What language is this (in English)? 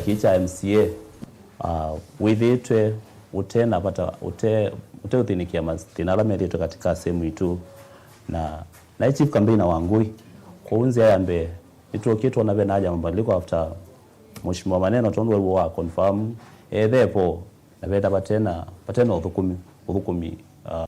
Kamba